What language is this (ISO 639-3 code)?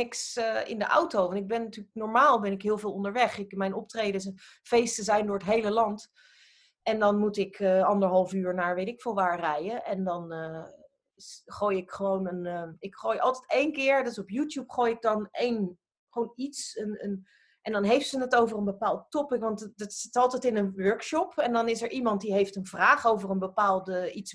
nld